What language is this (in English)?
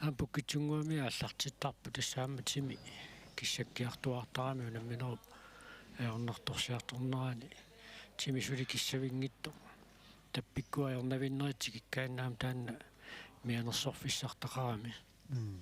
Kalaallisut